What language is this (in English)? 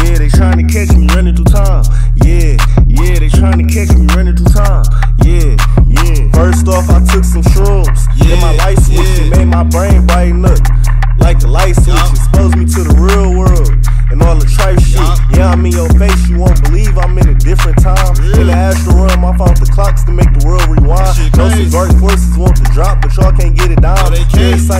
English